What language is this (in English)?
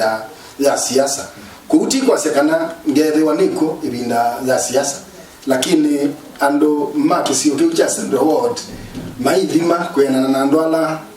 Kamba